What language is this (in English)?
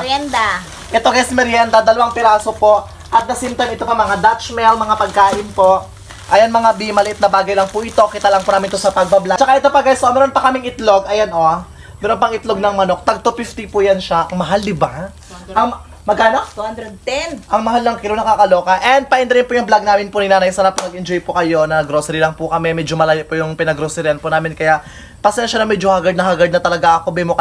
Filipino